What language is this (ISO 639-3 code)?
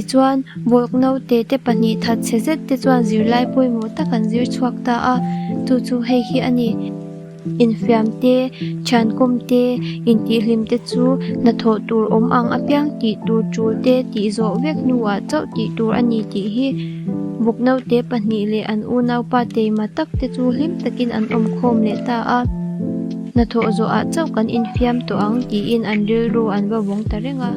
lus